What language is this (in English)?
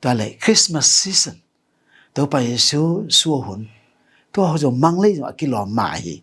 Tedim Chin